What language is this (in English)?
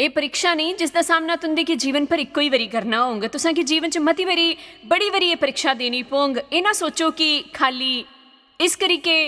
Dogri